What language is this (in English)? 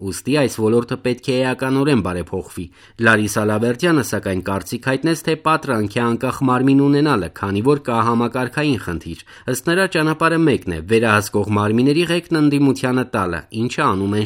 Armenian